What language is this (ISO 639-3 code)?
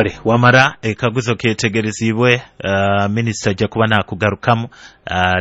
nyo